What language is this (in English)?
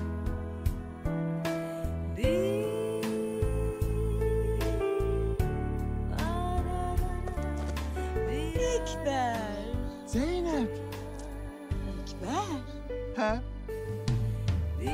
Turkish